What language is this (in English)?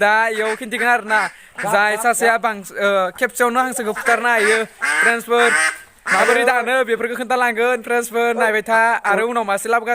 Bodo